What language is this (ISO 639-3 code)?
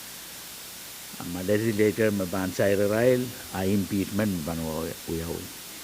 pon